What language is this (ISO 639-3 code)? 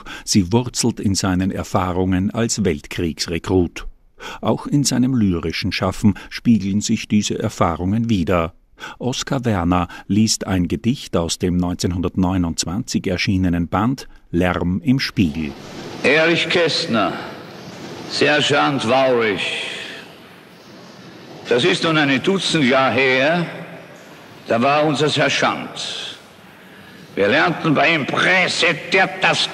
deu